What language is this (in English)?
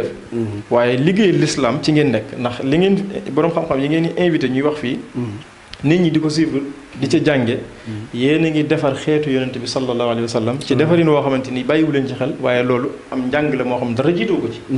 Wolof